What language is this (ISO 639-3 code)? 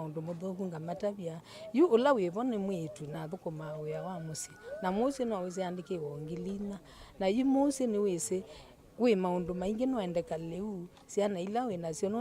kam